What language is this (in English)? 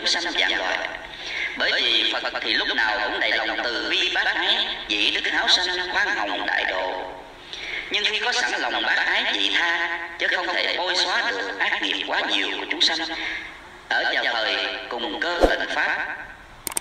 Vietnamese